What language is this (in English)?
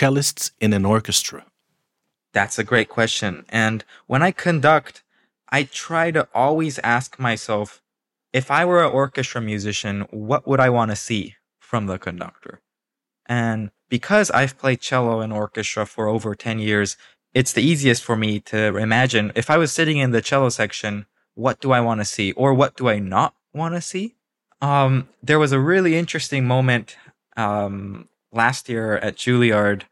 English